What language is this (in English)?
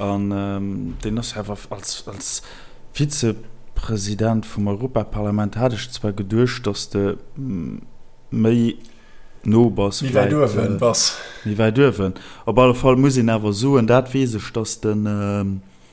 Luxembourgish